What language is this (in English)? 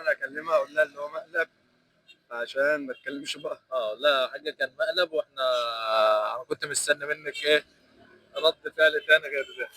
Egyptian Arabic